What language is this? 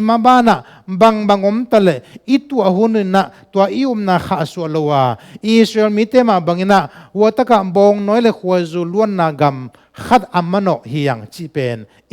Tedim Chin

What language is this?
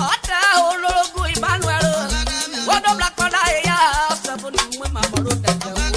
Urhobo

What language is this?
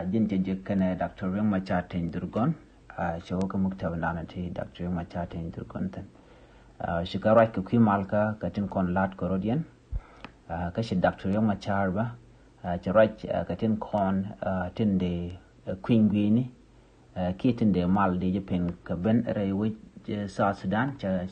Nuer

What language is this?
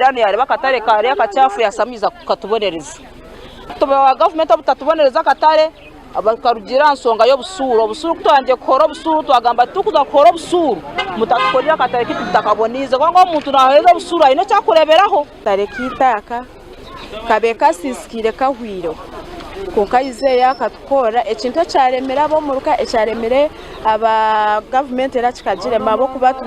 Nyankole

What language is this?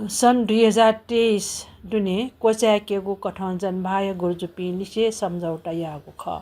Newari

